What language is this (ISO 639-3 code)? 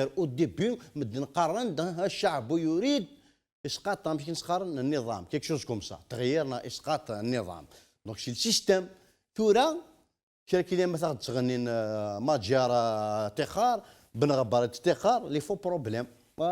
kab